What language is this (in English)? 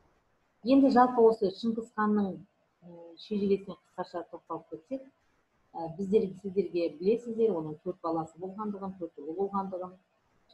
Kazakh